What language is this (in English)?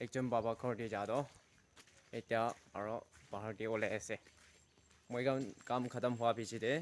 Naga Pidgin